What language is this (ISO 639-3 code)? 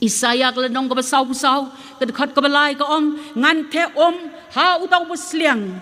kha